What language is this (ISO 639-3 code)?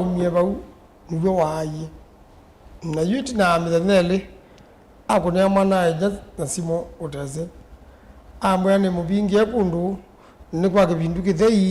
kam